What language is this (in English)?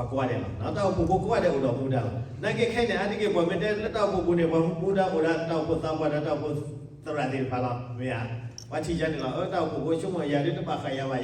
S'gaw Karen